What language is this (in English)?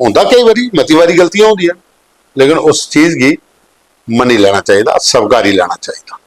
Dogri